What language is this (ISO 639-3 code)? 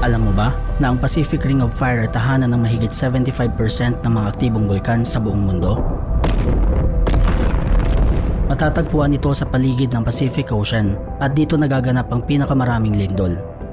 fil